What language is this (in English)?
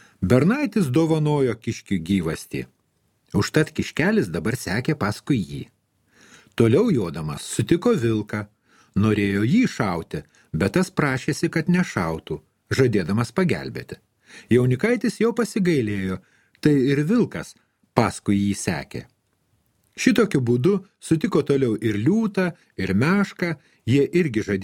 Lithuanian